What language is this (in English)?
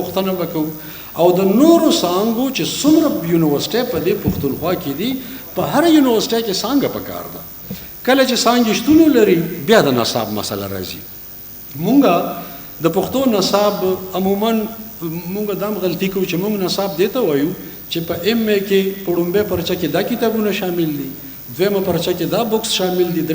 Pashto